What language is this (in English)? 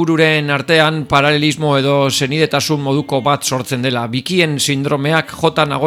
Basque